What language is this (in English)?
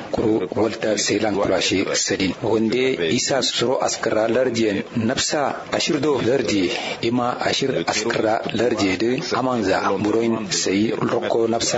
Kanuri